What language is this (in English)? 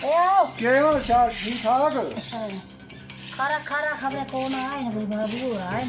Dogri